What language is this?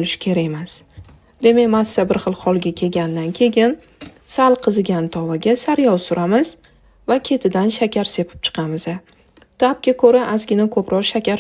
Uzbek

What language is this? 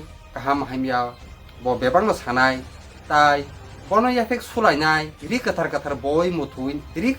Kok Borok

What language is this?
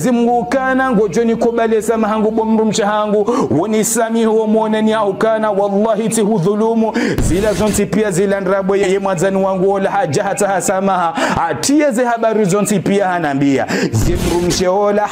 Ngazidja Comorian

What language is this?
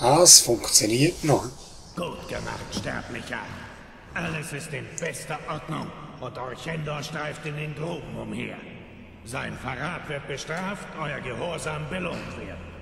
Swiss German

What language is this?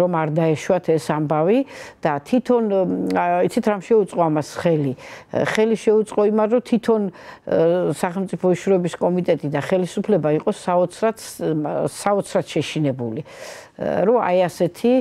Georgian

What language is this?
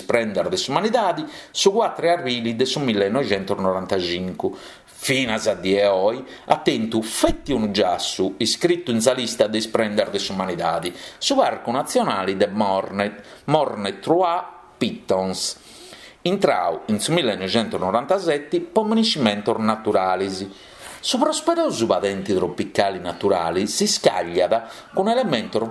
Sardinian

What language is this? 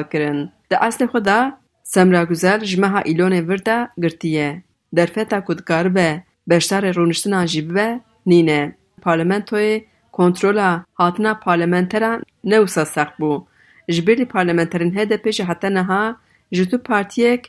Kurdish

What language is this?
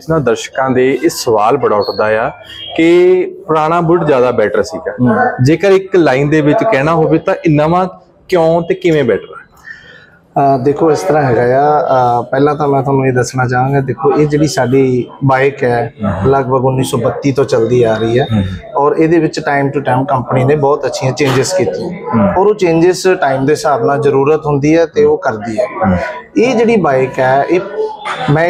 Punjabi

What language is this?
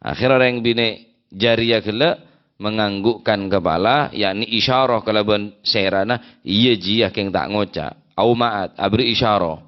Madurese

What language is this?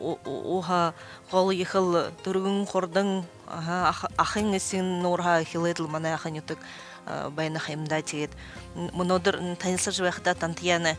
Buriat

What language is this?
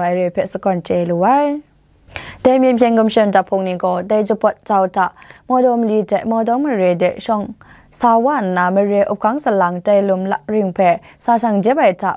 Kachin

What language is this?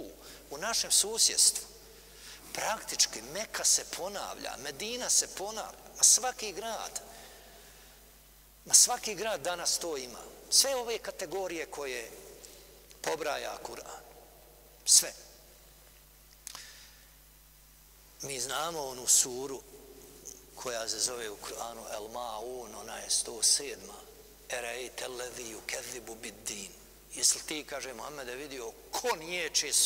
Bosnian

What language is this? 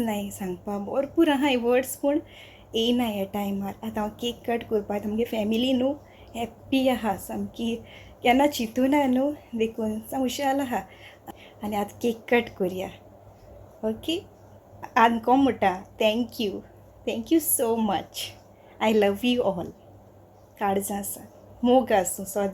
Konkani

